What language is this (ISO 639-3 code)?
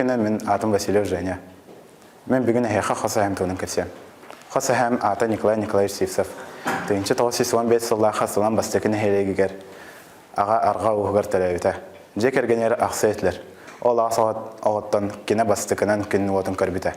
sah